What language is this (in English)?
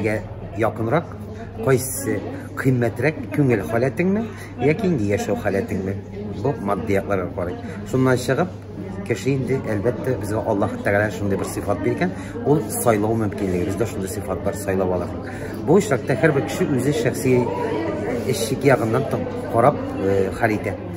Tatar